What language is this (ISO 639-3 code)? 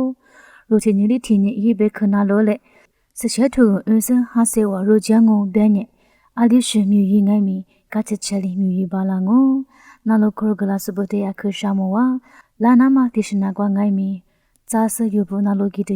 lis